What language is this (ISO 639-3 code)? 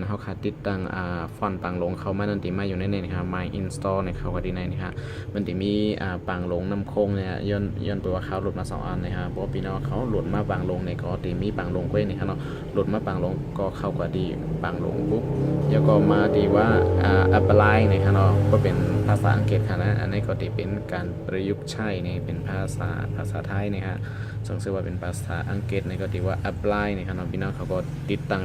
shn